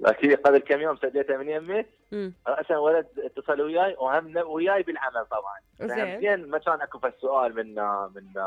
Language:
Mesopotamian Arabic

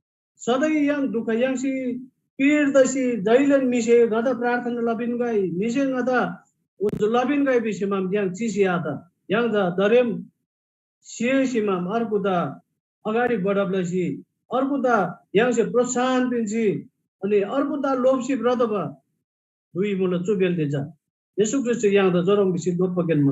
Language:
Eastern Tamang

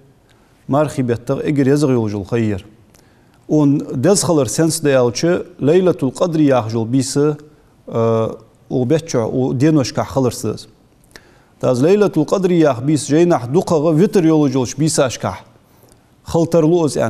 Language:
Ingush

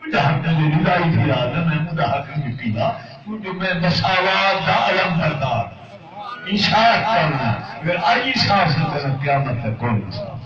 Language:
Saraiki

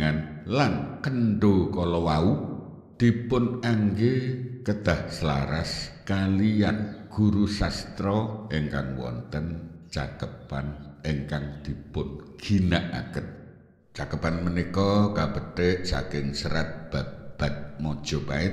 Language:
Javanese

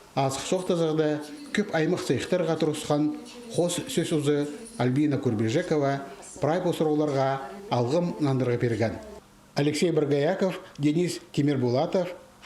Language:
Khakas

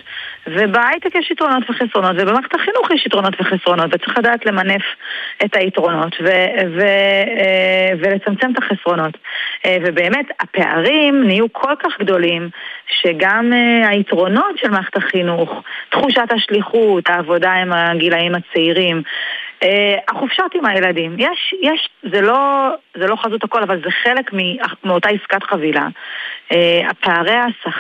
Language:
Hebrew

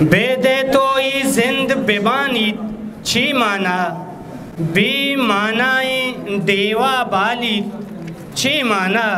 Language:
Eastern Balochi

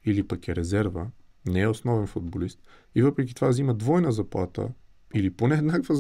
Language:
Bulgarian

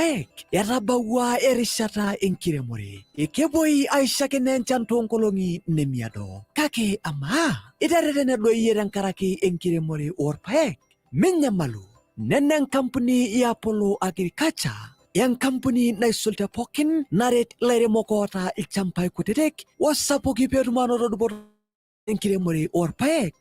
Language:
Masai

